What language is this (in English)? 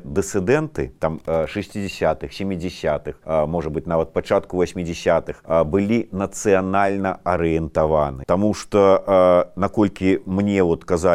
Belarusian